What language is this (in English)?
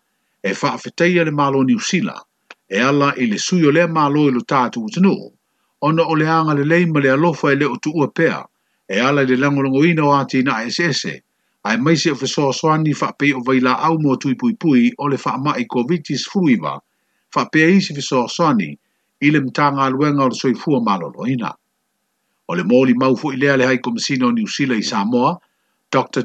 Samoan